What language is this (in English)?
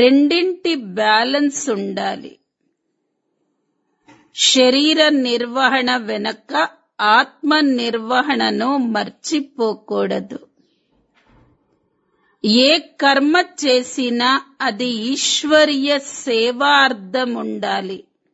Telugu